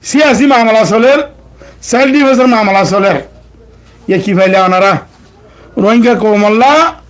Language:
Rohingya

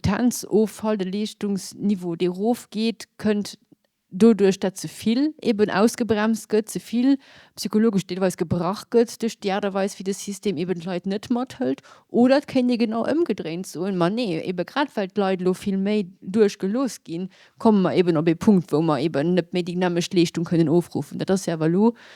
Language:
Luxembourgish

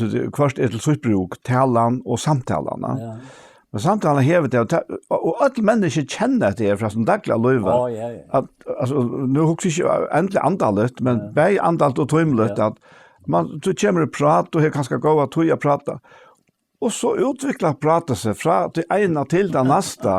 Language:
Faroese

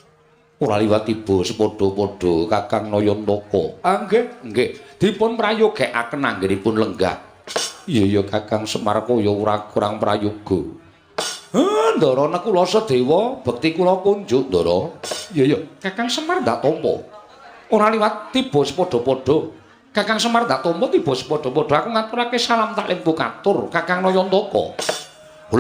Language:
Javanese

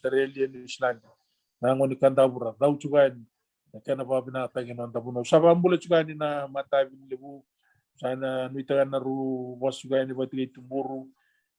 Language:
Fijian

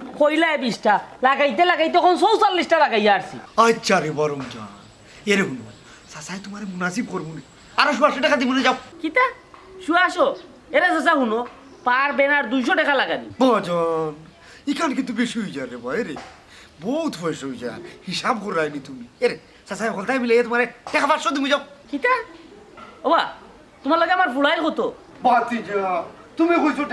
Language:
Sylheti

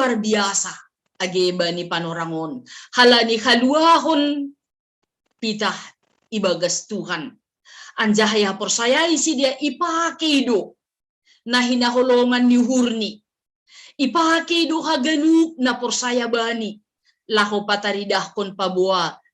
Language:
Batak Simalungun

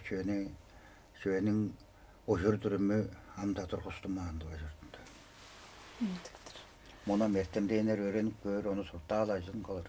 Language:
Tuvinian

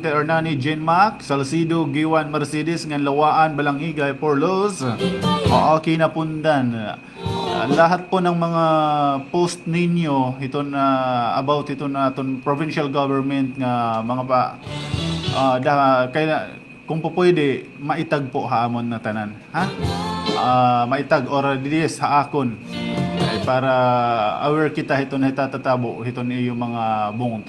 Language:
Waray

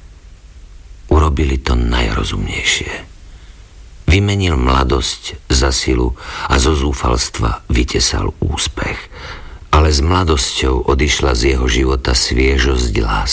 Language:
Slovak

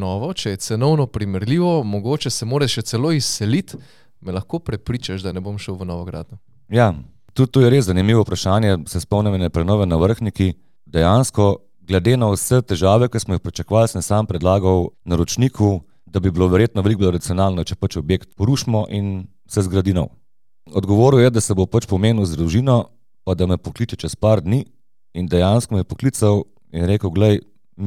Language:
Slovenian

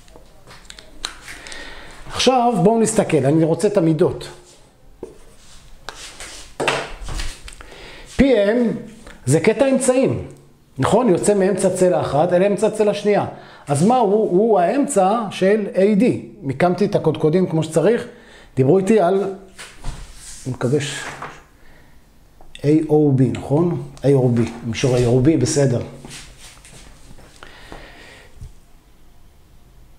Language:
Hebrew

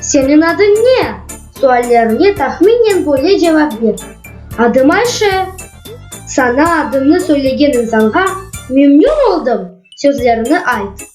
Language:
Crimean Tatar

